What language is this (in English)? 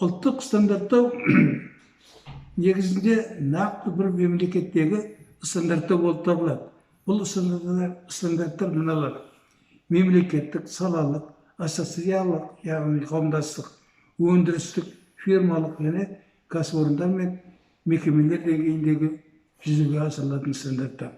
Kazakh